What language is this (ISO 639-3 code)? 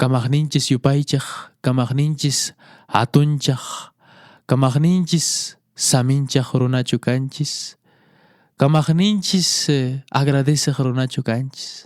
que